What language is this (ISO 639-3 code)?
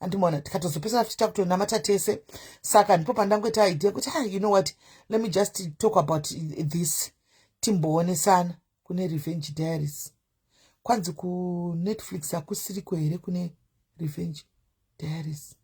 sna